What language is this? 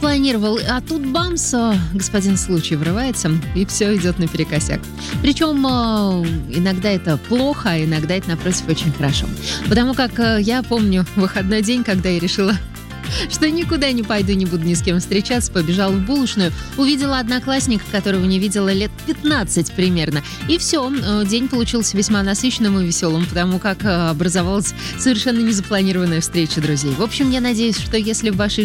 Russian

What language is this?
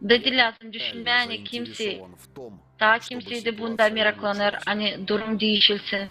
Gagauz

